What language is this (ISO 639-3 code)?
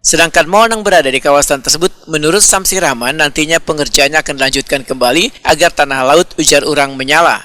bjn